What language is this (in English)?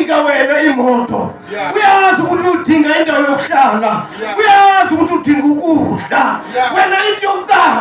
North Ndebele